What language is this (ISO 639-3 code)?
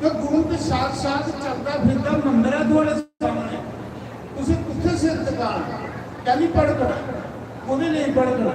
doi